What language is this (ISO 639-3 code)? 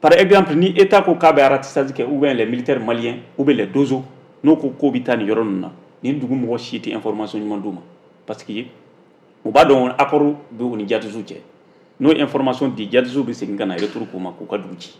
bam